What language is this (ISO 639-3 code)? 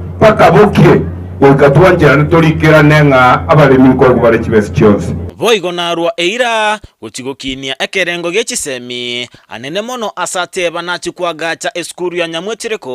guz